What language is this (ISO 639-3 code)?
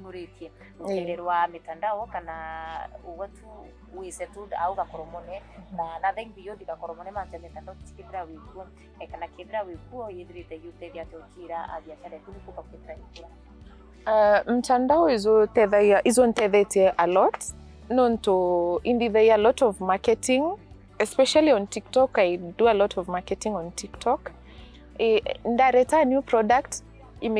mer